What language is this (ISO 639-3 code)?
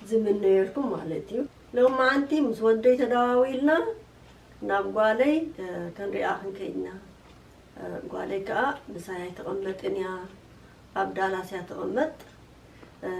tir